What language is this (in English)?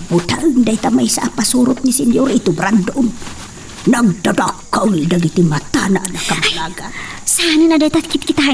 Iloko